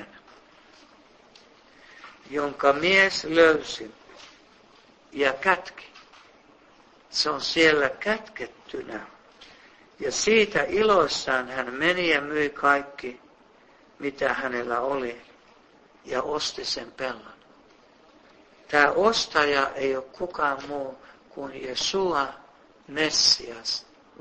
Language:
Finnish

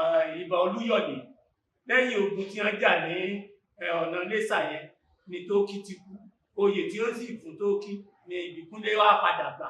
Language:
Yoruba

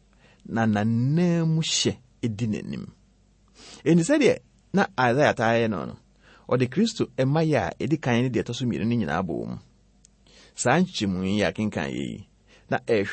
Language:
Akan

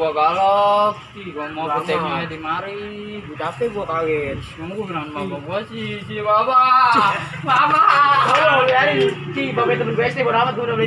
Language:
Betawi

